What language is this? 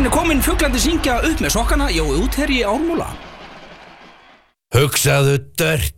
Icelandic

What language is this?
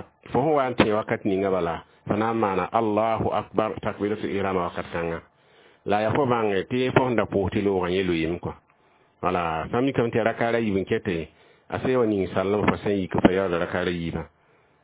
Mossi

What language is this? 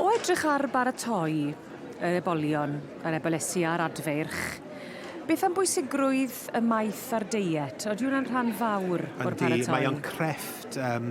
Welsh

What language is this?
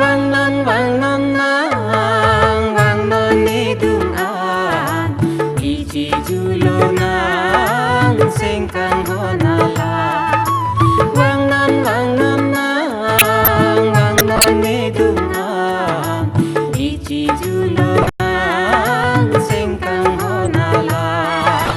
Karbi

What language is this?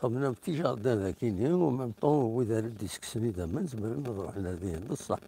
Kabyle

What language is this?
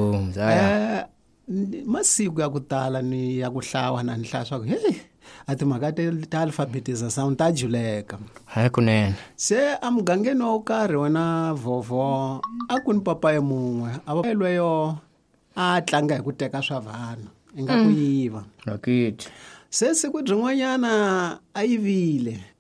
Tsonga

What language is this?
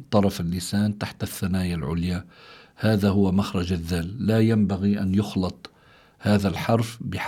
Arabic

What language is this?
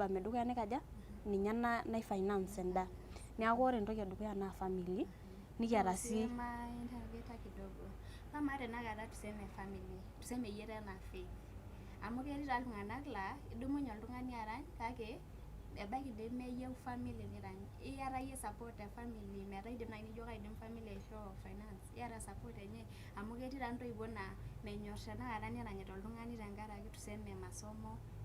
Masai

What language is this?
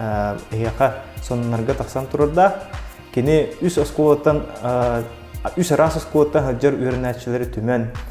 Yakut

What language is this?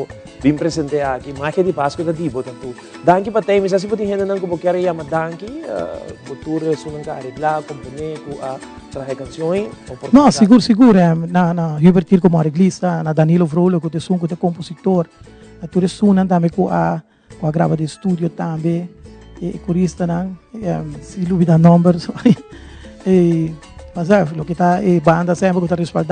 Papiamento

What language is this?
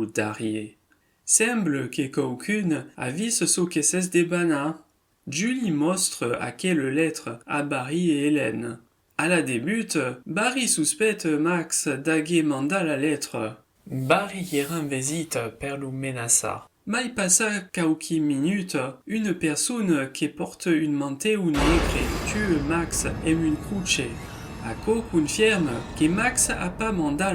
Occitan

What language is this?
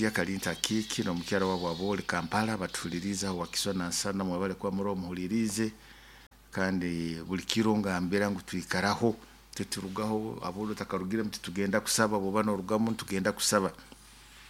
Nyoro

